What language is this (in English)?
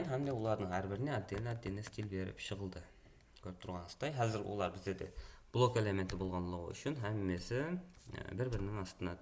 Kara-Kalpak